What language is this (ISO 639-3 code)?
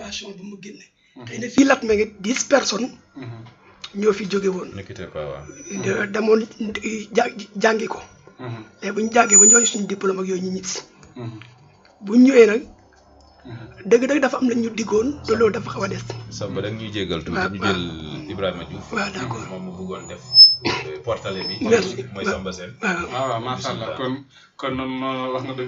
wol